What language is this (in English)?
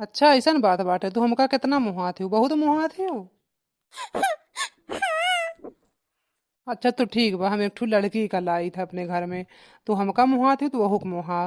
Awadhi